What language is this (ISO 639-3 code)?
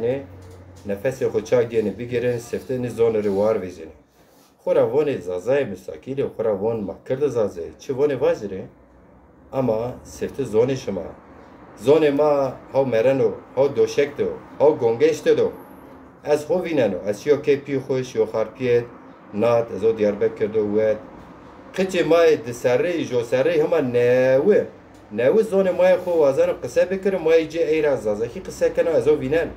zza